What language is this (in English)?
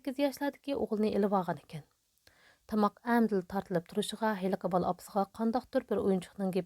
Uyghur